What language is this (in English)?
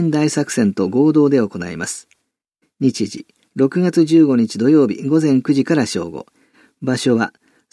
Japanese